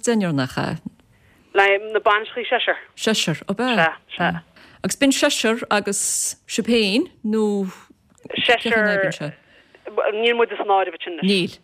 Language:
Irish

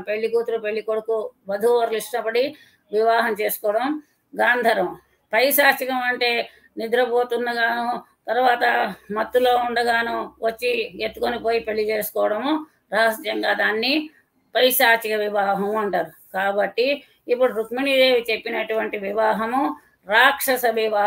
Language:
Telugu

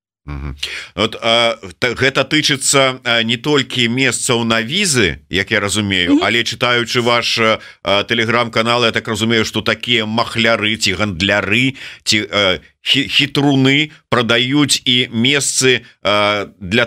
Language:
Belarusian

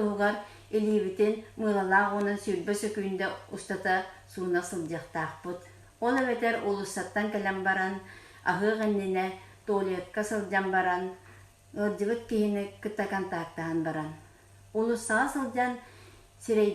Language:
Yakut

